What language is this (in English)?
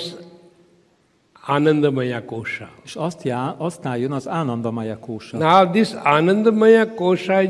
Hungarian